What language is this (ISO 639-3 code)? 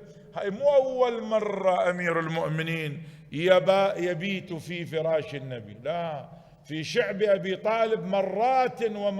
acm